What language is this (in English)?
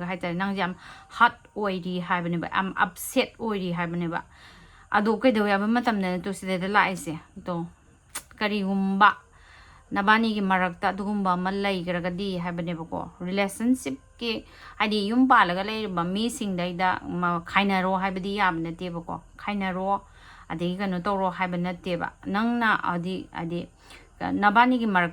Manipuri